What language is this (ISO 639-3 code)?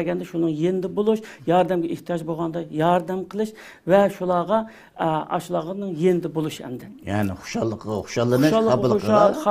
uig